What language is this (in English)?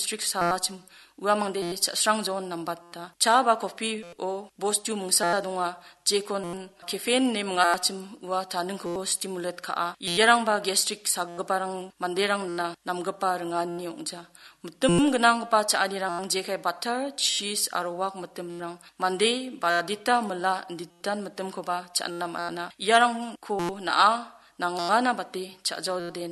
Garo